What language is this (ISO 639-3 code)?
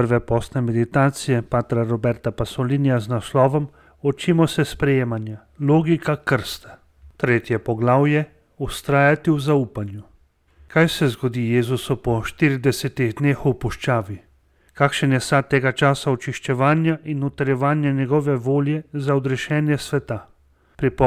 slv